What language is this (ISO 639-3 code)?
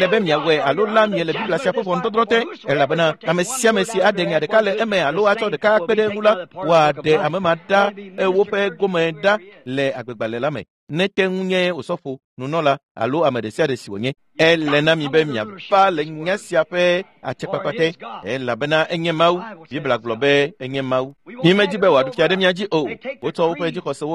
ewe